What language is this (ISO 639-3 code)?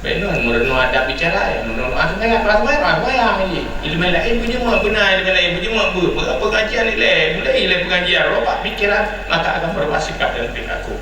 ace